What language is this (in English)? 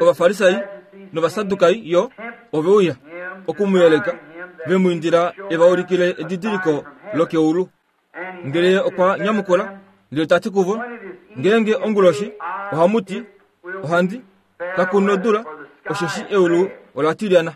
Kuanyama